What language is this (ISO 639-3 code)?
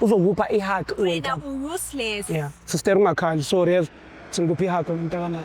zul